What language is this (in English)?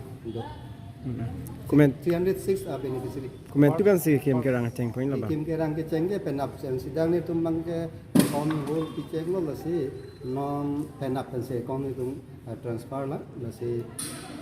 Karbi